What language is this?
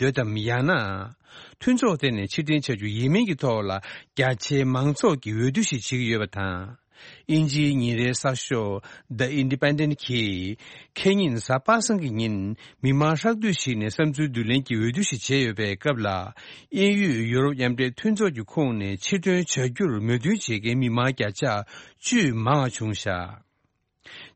Tibetan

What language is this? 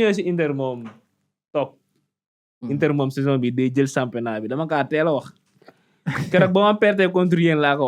Wolof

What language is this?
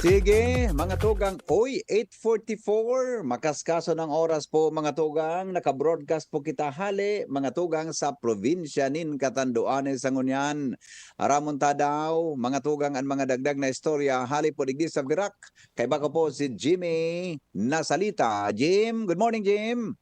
Bikol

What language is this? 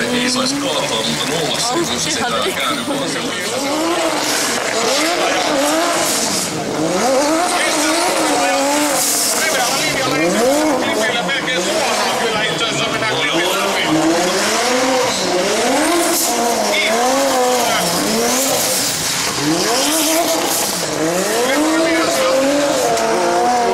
Finnish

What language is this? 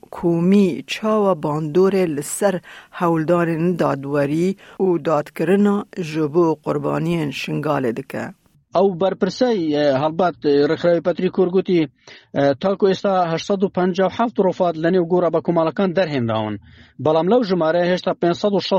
Kurdish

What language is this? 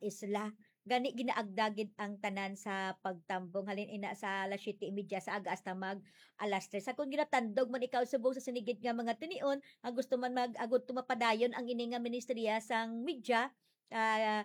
Hiligaynon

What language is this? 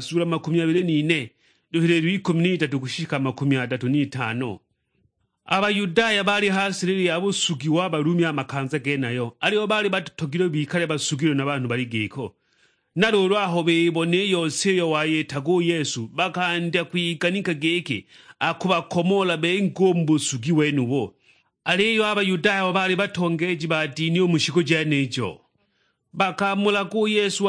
Sukuma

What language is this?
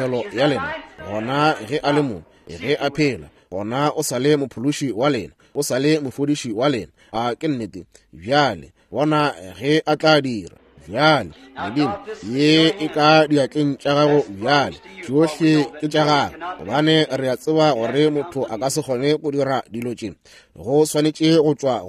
Northern Sotho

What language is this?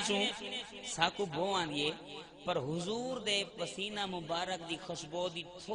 Saraiki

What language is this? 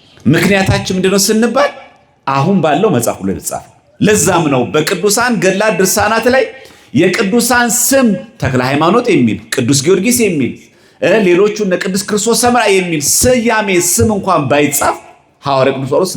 Amharic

